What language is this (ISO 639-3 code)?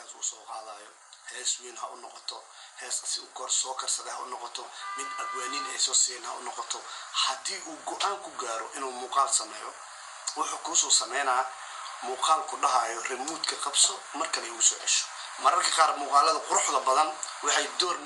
som